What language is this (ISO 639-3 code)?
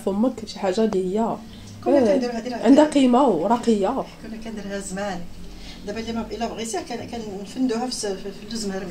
ary